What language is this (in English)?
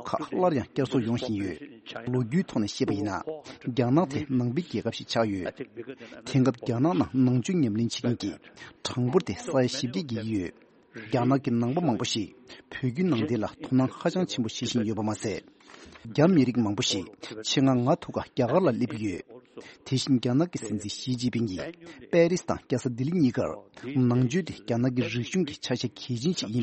Tibetan